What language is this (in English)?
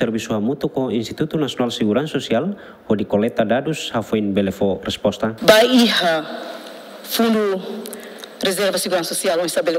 Tetum